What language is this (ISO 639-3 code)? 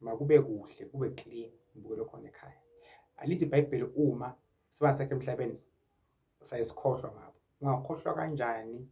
zul